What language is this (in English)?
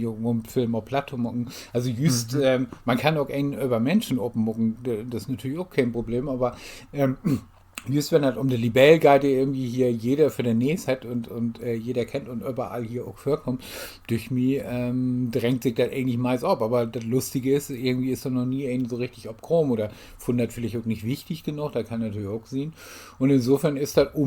Low German